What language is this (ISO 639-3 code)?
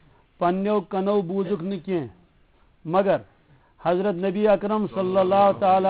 kas